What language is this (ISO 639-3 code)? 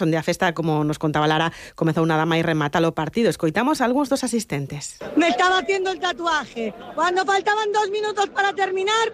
glg